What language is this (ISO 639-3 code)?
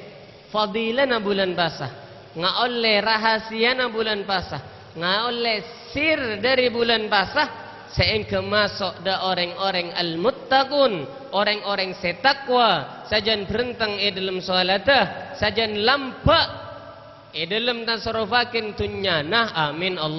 mad